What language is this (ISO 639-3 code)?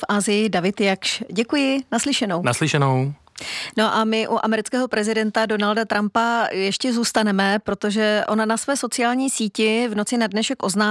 ces